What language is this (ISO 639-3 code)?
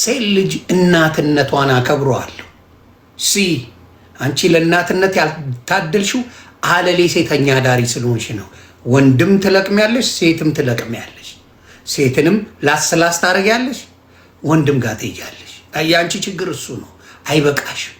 amh